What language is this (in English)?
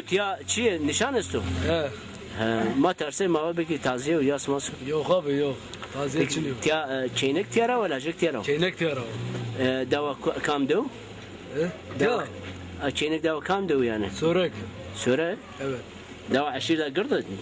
Zaza